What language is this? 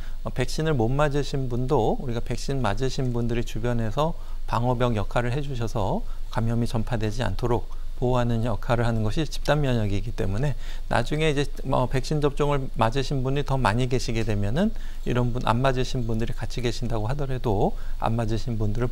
Korean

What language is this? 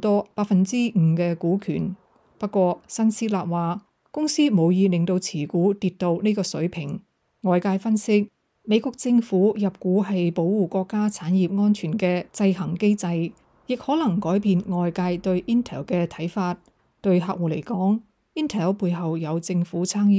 Cantonese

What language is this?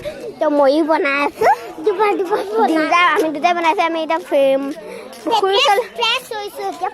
Assamese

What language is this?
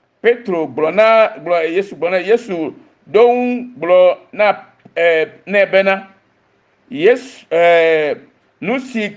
Ewe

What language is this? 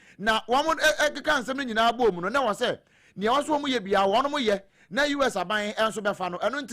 Akan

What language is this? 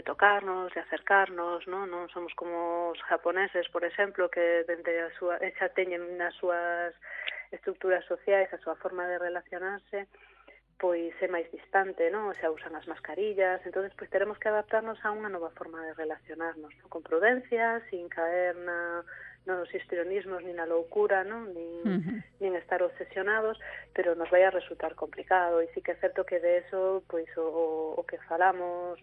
Galician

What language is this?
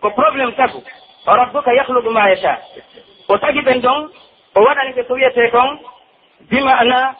Pular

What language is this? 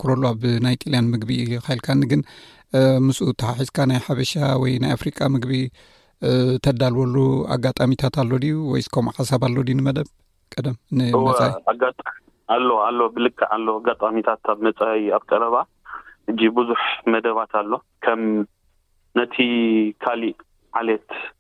Tigrinya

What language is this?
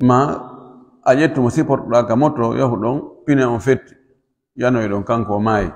Fula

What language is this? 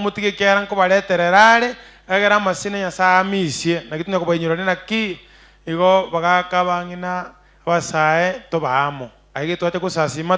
Gusii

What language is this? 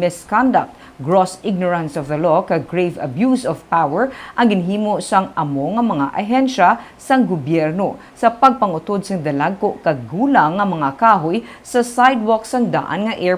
Hiligaynon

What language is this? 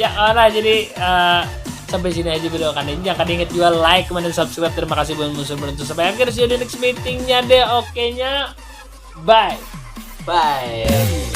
Banjar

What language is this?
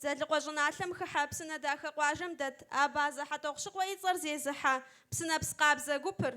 Kabardian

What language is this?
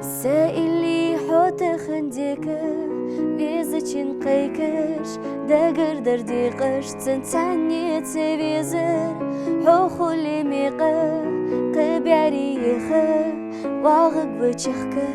Ingush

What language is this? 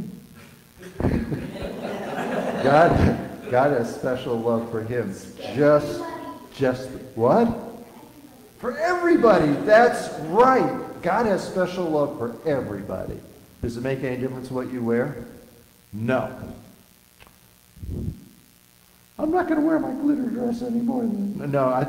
English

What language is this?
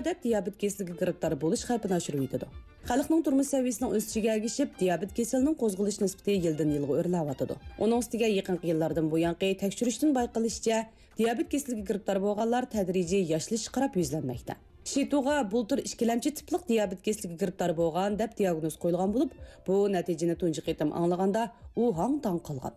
Uyghur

